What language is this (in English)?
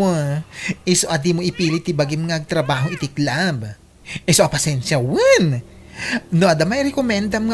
Iloko